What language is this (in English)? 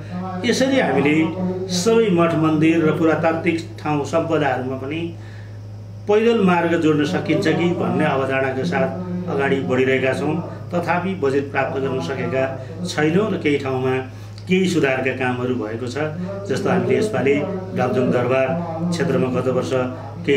Nepali